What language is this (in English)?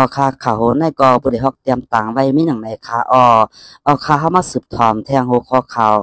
Shan